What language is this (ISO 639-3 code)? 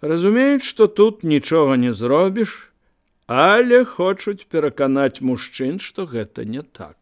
bel